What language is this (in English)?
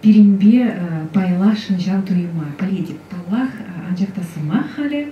Chuvash